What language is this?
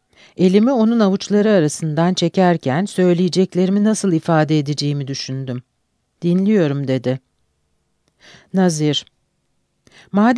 Turkish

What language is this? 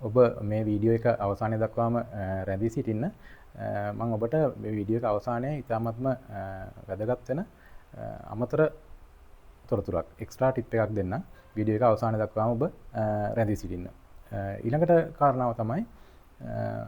Sinhala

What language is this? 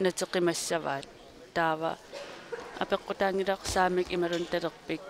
Kalaallisut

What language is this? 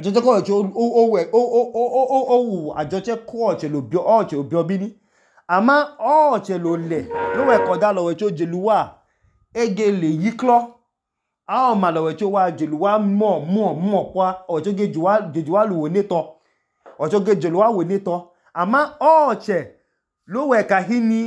Idoma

